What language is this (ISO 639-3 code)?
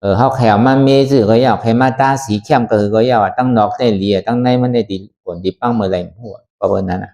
shn